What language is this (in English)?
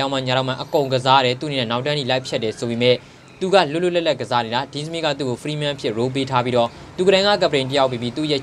Burmese